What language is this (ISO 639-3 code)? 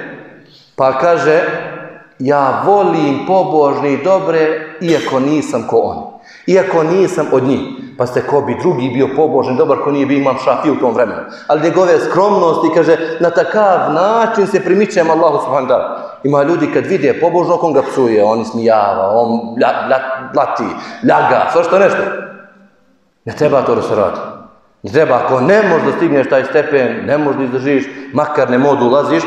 bos